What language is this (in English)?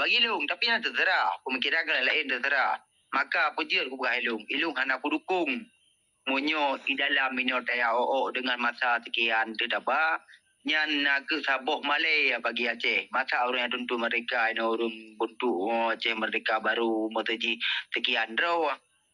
Achinese